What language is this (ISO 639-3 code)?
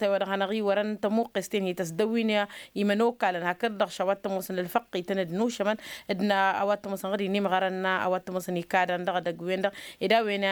taq